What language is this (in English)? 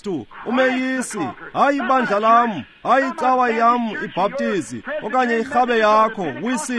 Xhosa